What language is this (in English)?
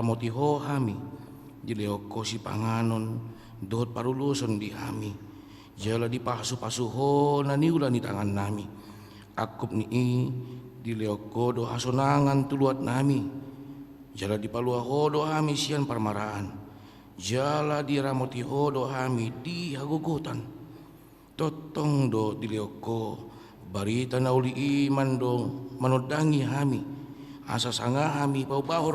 Batak Toba